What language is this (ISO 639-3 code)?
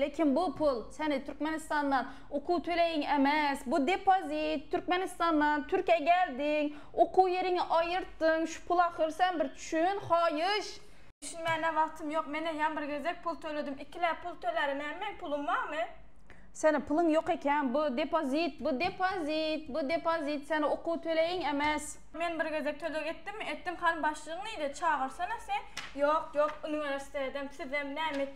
tuk